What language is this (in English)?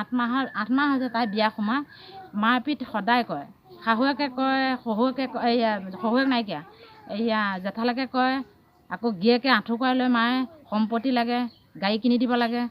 Assamese